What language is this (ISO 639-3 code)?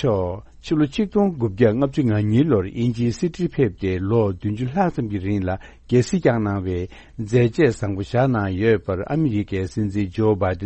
bod